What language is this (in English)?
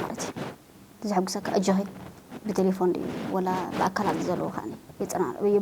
Tigrinya